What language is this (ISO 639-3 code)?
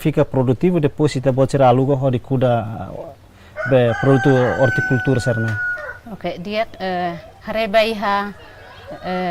tet